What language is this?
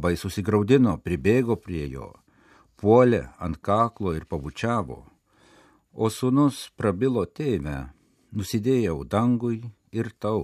Lithuanian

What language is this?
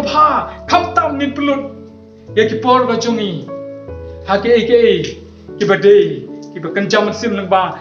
Khasi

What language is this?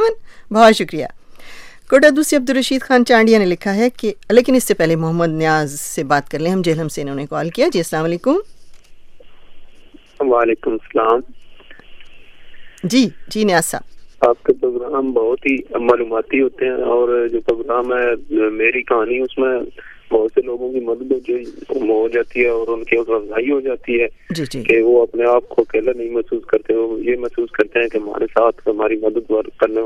Urdu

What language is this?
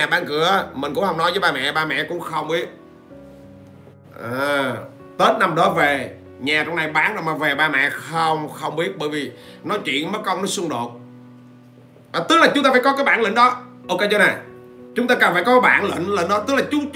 Vietnamese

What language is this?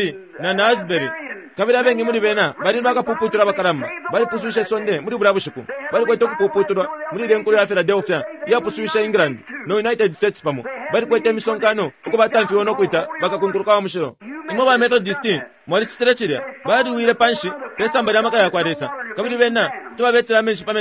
Bemba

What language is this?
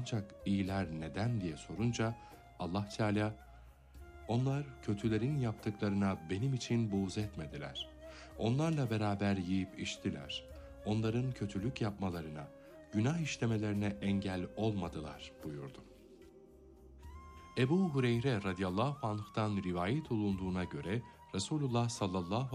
Turkish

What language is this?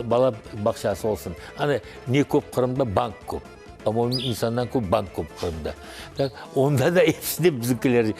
Crimean Tatar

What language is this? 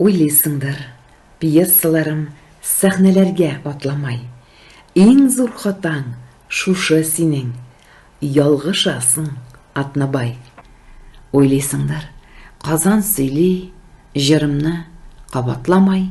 Tatar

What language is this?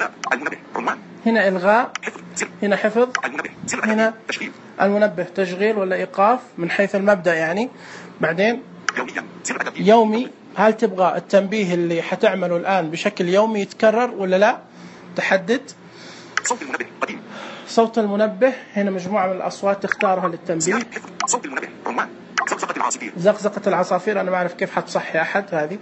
Najdi Arabic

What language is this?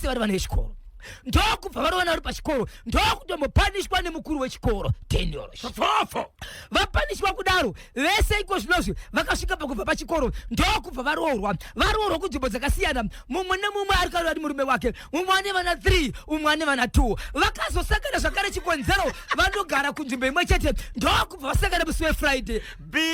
Shona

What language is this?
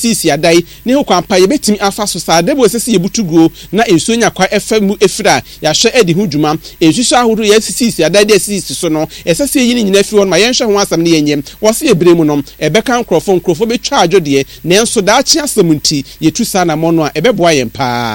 Akan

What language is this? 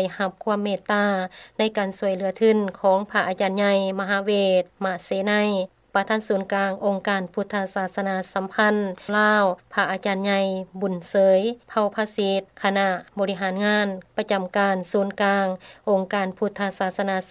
Lao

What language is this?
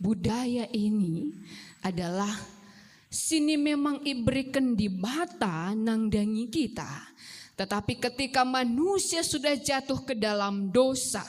Batak Karo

